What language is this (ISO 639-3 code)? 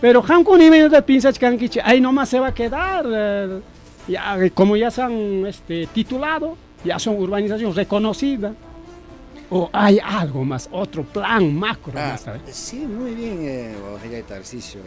quy